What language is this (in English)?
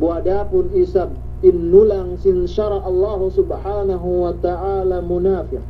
Yakan